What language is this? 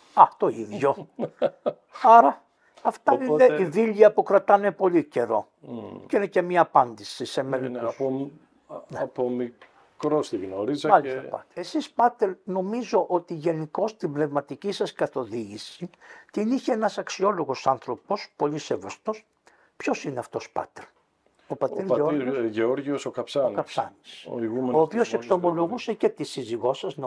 Greek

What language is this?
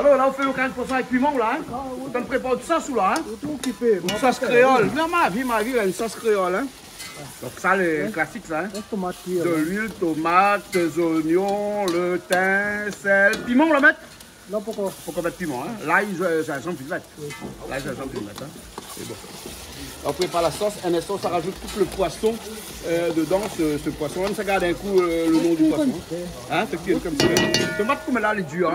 Réunion Creole French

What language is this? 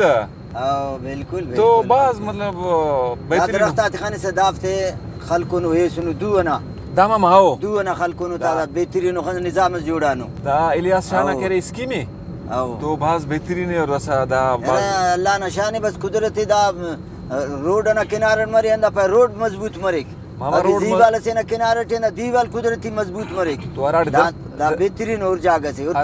Brahui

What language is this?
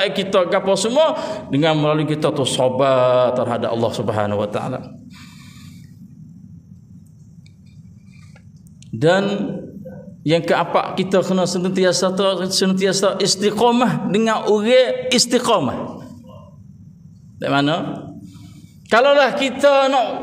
Malay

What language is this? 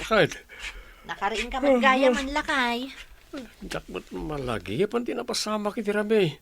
Iloko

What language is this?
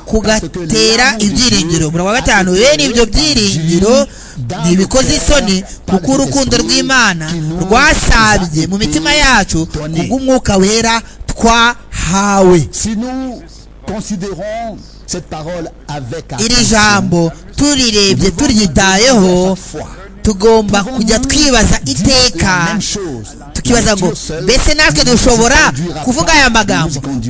Kinyarwanda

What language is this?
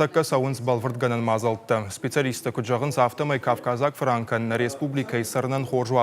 Ossetic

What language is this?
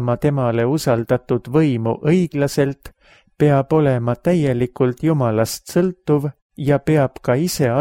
Estonian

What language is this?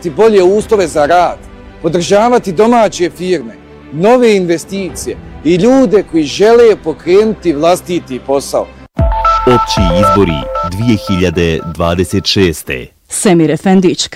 Bosnian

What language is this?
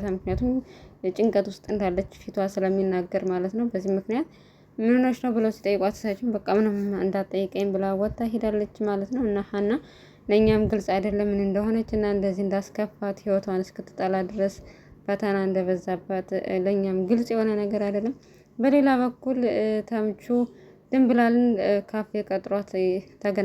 Amharic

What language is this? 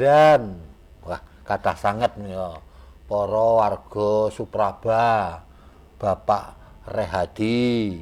Javanese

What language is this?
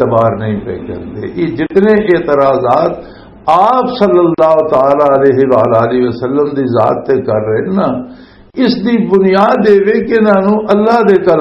Western Panjabi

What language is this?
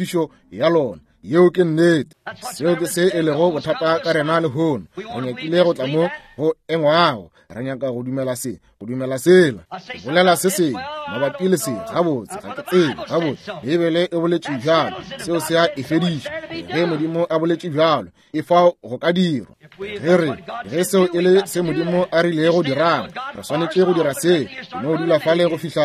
Northern Sotho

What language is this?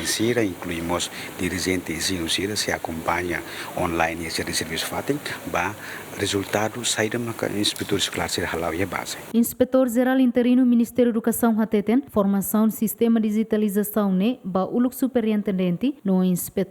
Tetum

